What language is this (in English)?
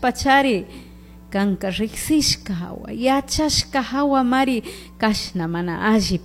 Chimborazo Highland Quichua